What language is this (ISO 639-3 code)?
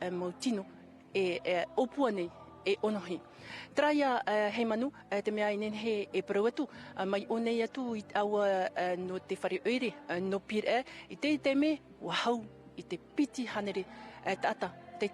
tah